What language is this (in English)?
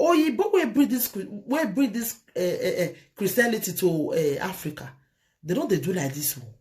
Nigerian Pidgin